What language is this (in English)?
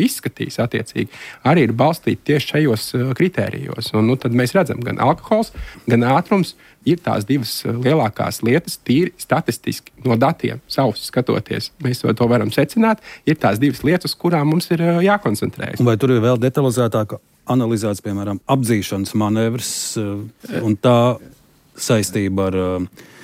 Latvian